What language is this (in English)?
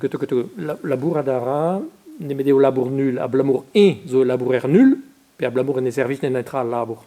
Breton